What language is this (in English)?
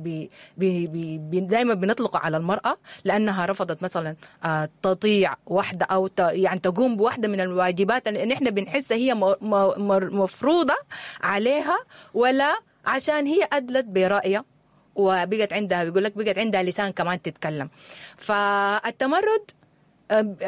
Sudanese Arabic